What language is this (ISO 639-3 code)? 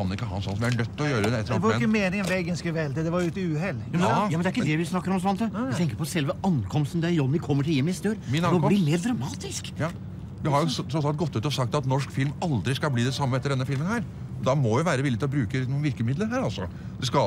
nor